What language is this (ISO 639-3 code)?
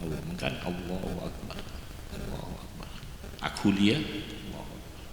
mad